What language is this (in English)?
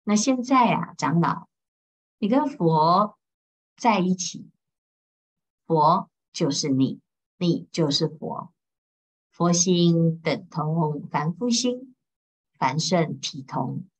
Chinese